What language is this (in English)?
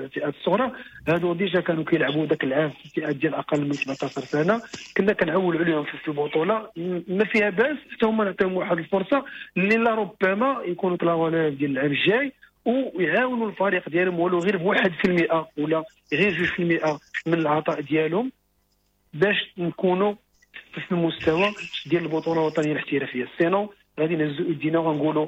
Moroccan Arabic